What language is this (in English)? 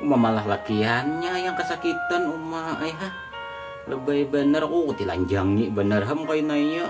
Banjar